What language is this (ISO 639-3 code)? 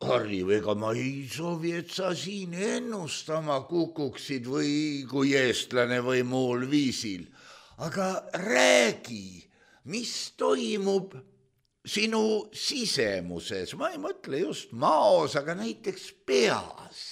est